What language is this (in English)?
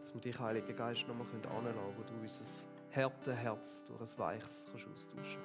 Swiss German